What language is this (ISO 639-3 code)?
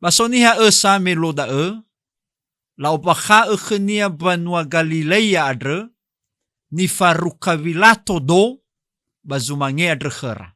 nia